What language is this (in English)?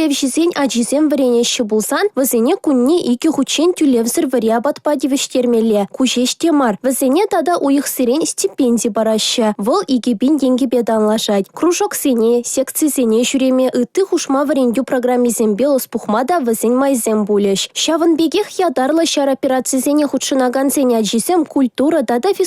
Chuvash